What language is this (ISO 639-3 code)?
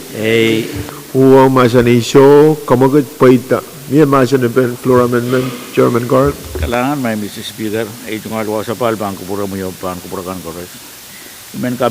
pon